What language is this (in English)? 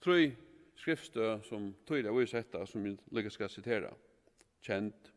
Faroese